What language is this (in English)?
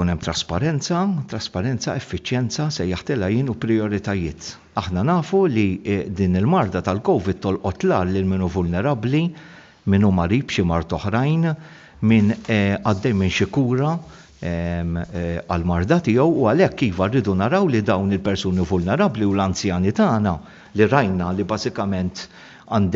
Maltese